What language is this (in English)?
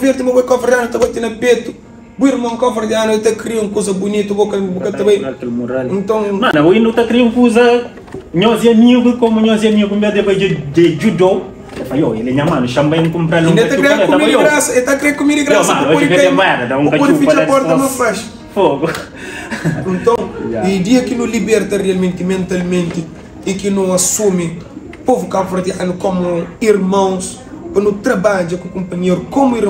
Kabuverdianu